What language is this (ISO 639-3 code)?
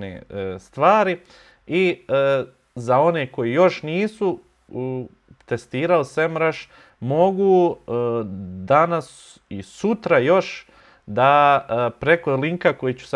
bos